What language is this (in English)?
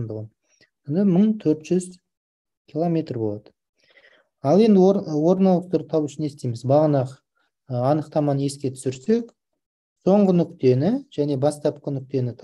Kazakh